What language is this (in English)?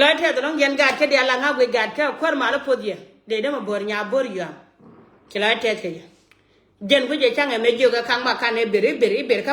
Nuer